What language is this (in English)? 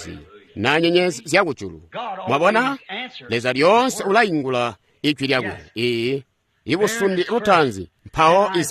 Tonga (Zambia)